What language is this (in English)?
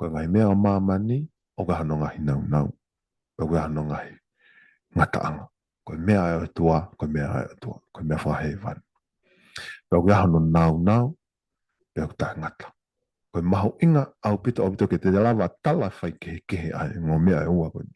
Tongan